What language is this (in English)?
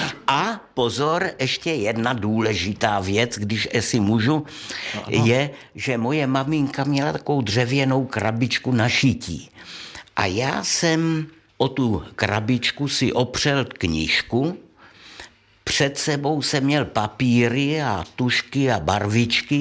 Czech